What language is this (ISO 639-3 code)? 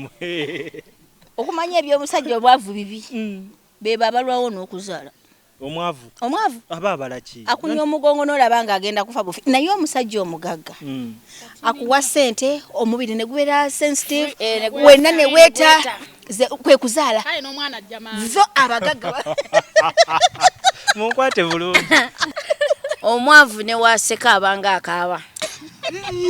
lug